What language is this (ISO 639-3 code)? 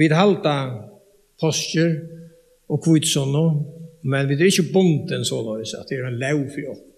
fao